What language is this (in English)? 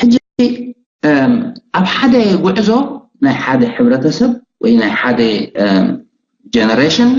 Tigrinya